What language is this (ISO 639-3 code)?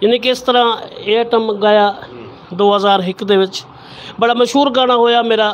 skr